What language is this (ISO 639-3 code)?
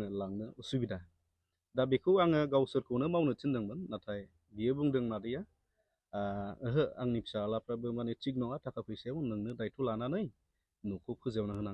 brx